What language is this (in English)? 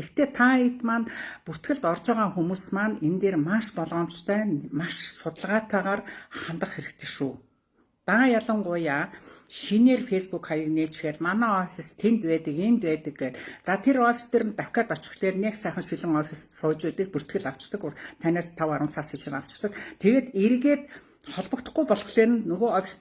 Mongolian